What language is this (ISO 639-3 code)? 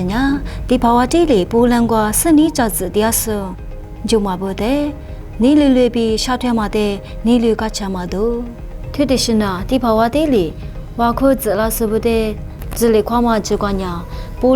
lis